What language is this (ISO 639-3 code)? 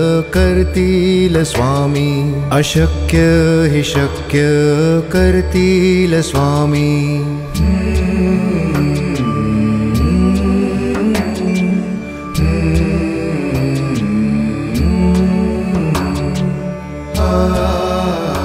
mar